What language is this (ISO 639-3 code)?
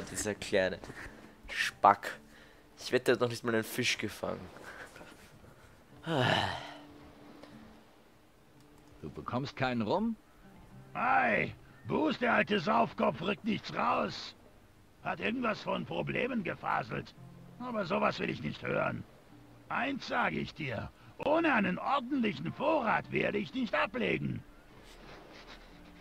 deu